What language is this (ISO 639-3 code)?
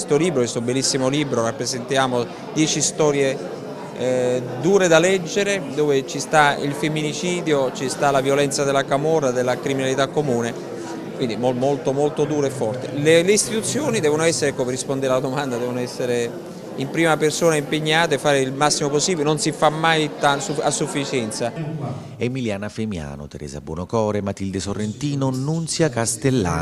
ita